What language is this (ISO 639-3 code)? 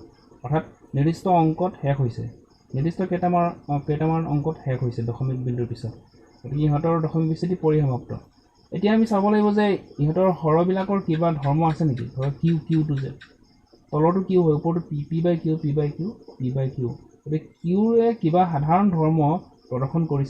asm